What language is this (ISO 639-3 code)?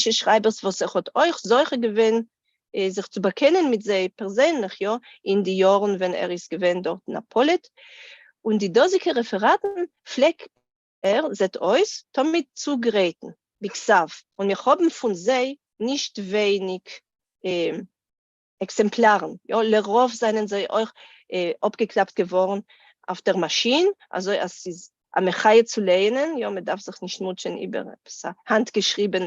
yid